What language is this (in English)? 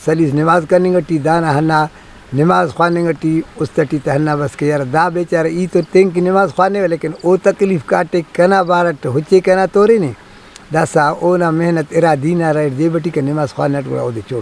Brahui